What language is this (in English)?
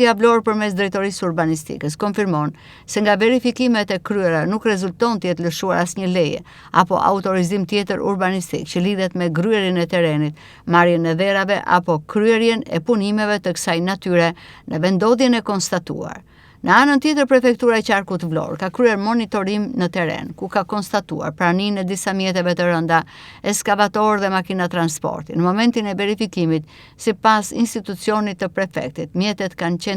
Albanian